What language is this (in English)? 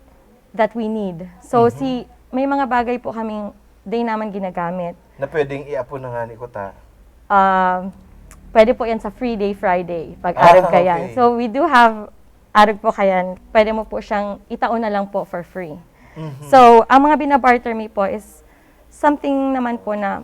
Bikol